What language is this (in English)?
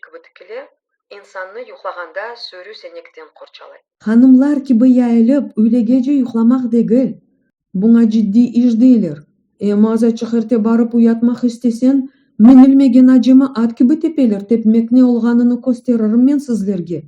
Crimean Tatar